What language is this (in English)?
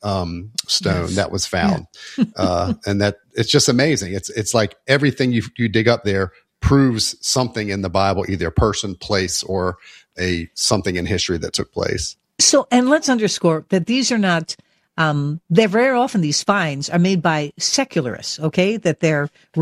English